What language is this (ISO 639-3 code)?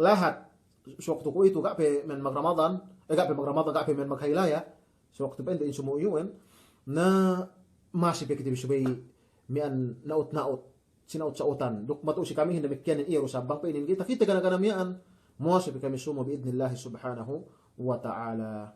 yka